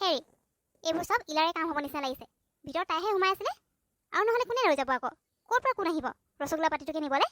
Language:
Assamese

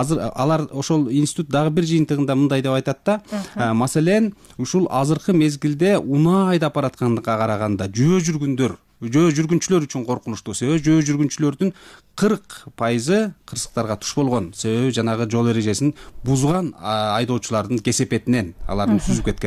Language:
Kyrgyz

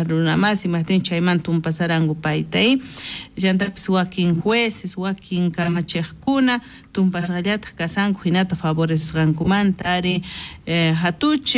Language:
South Bolivian Quechua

